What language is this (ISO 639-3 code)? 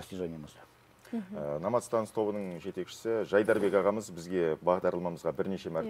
kaz